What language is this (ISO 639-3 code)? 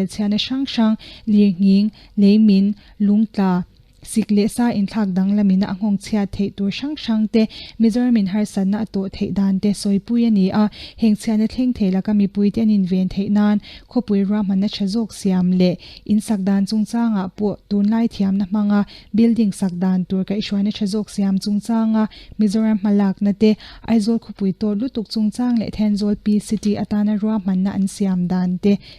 lus